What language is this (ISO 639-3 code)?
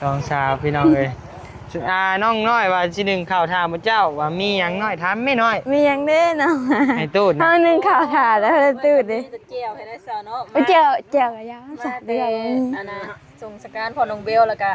lao